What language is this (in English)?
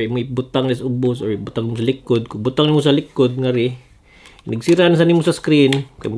Cebuano